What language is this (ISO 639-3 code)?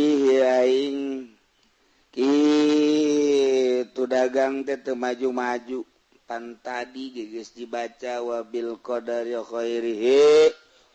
sun